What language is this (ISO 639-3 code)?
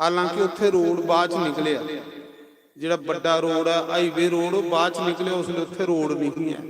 doi